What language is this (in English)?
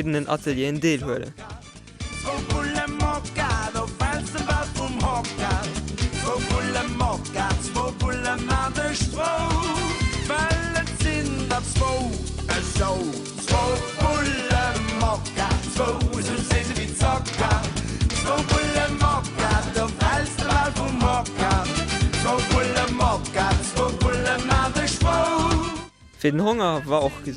Luxembourgish